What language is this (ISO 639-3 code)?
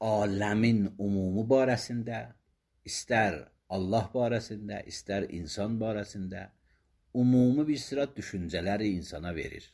aze